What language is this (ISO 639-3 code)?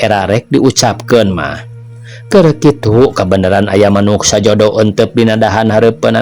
sun